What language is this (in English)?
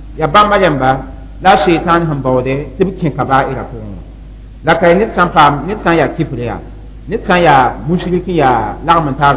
Mossi